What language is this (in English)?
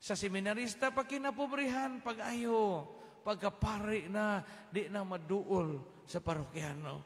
Cebuano